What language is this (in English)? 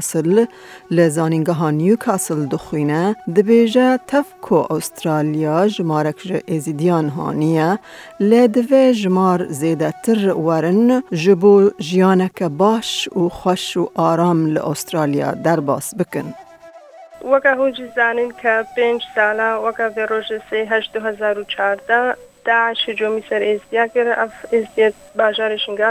Kurdish